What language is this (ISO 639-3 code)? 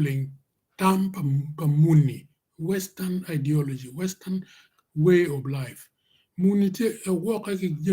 ach